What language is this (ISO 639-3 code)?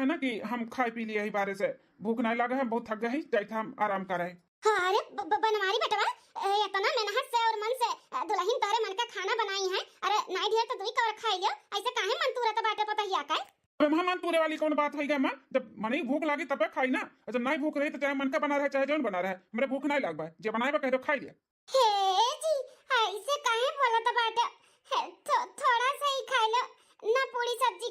awa